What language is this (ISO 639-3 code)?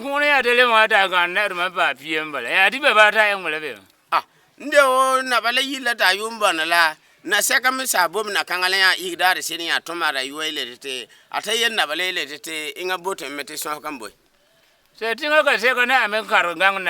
gur